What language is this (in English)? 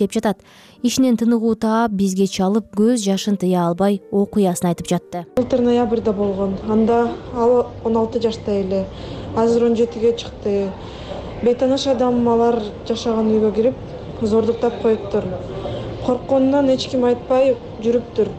Kyrgyz